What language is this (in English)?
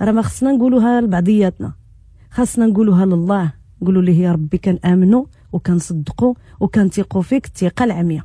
Moroccan Arabic